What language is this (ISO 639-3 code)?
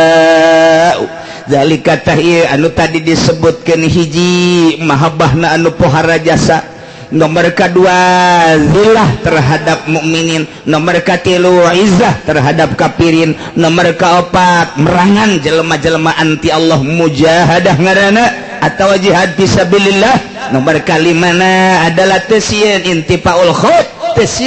sun